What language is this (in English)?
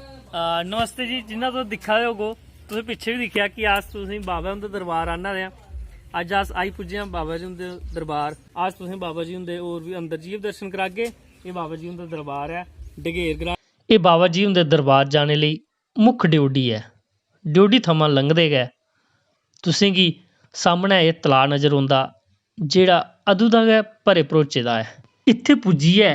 Dogri